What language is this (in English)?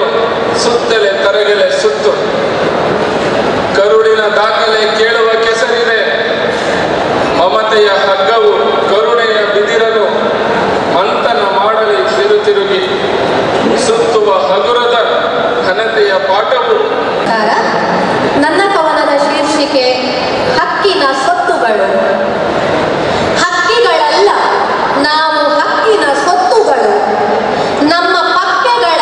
Kannada